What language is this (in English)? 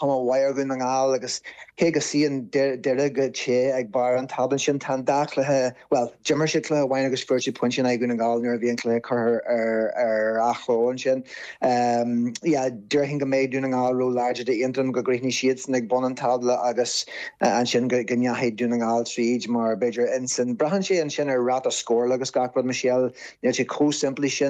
Irish